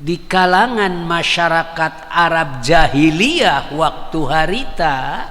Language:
Sundanese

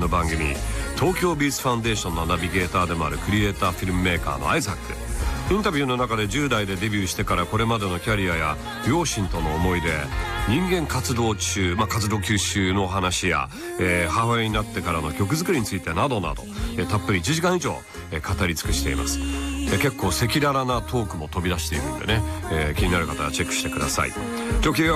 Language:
Japanese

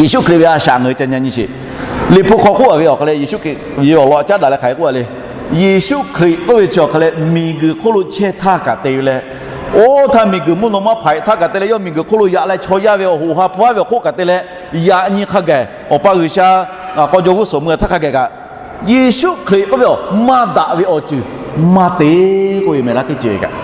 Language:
Lahu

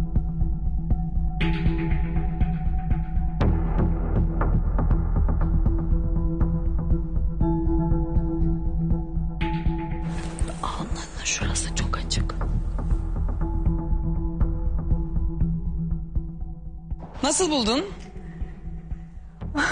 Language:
Turkish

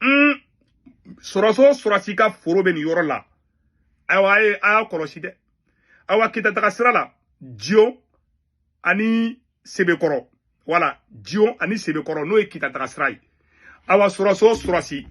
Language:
Bambara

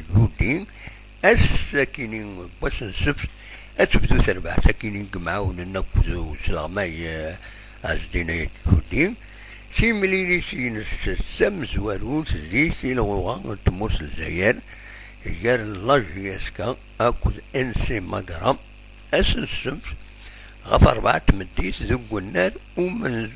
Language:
Kabyle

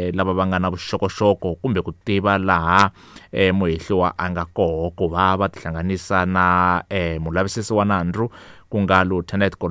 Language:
Tsonga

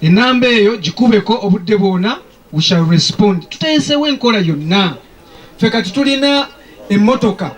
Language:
Ganda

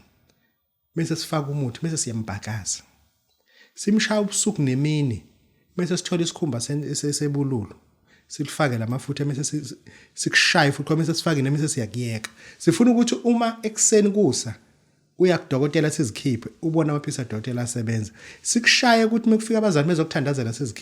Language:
Zulu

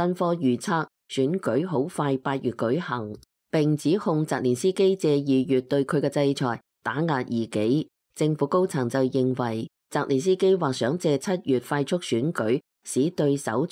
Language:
Cantonese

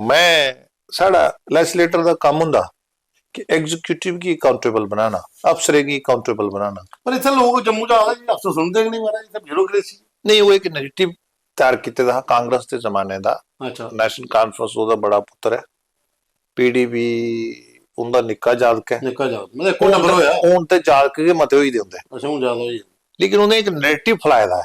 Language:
Dogri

